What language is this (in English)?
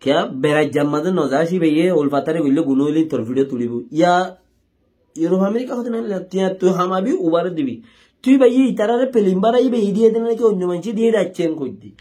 Rohingya